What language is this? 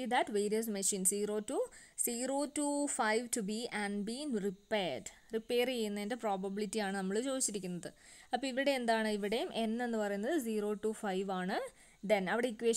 Malayalam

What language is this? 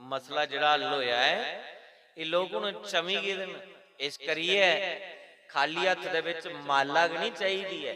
Dogri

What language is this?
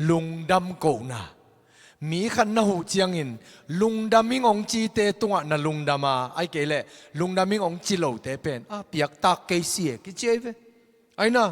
Tedim Chin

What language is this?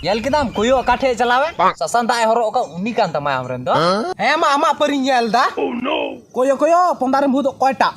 Santali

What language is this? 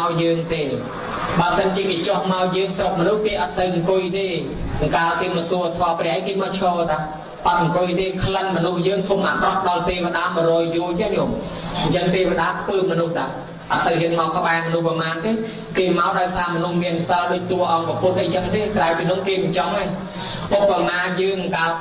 Khmer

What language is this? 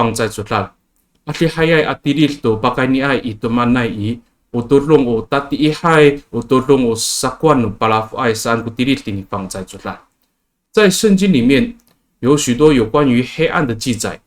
Amis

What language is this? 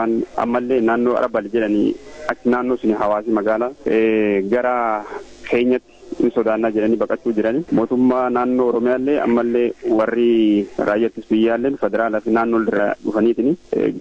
Oromo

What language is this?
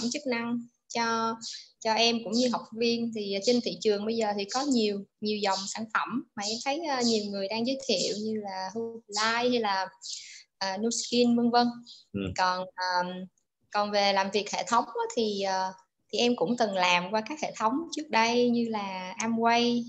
Vietnamese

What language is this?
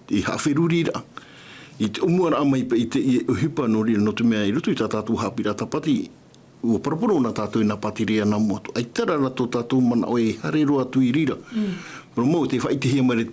Tahitian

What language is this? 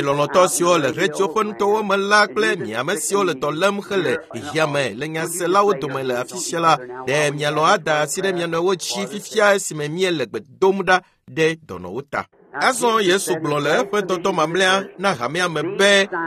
Ewe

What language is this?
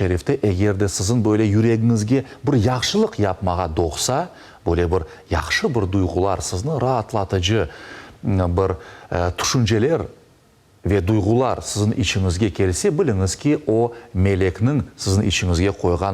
Crimean Tatar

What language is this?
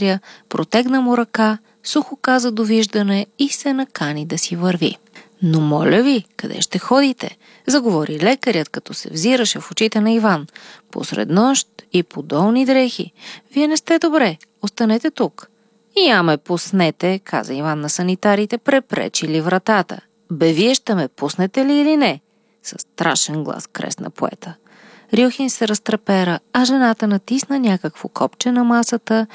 Bulgarian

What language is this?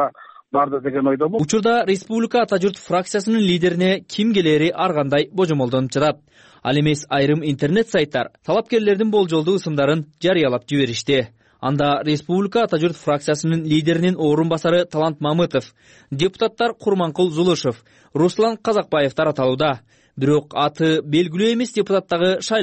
Kyrgyz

